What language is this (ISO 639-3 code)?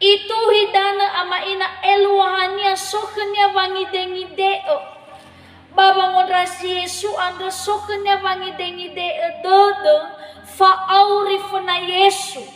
nia